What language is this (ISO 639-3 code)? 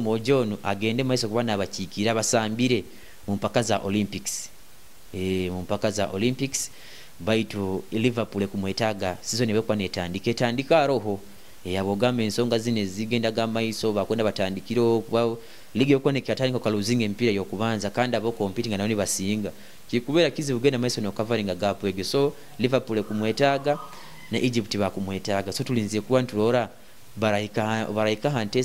nyo